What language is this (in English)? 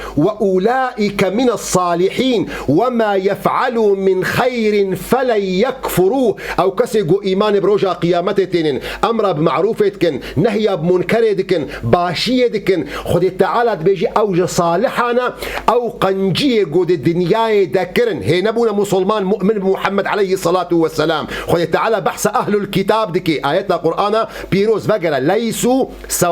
Kurdish